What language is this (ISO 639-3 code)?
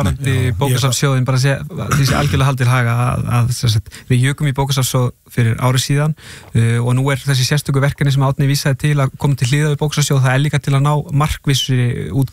isl